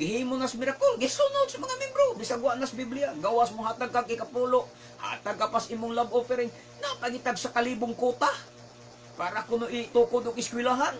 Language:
Cebuano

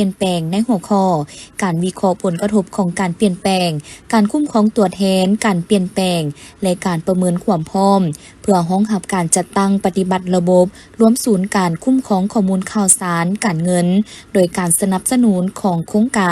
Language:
Lao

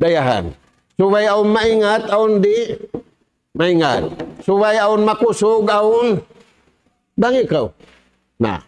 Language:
Tausug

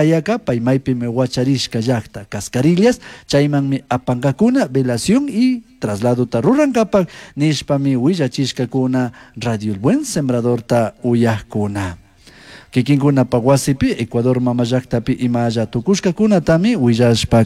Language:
Chimborazo Highland Quichua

